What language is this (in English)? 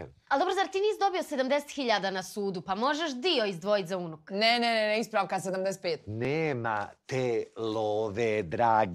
Bosnian